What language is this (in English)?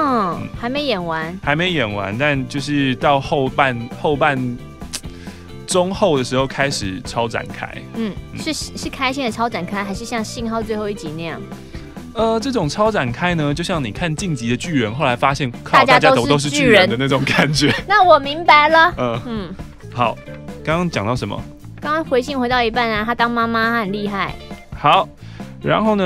Chinese